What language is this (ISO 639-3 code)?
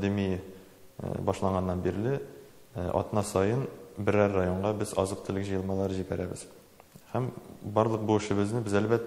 tat